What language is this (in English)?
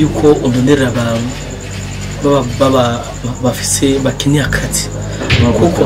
Rundi